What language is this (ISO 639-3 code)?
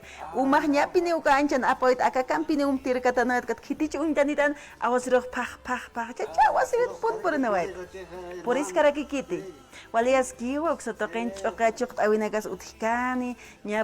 aym